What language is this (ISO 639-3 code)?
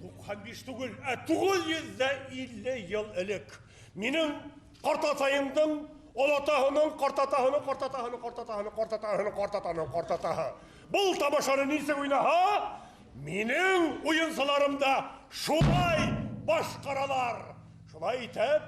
bak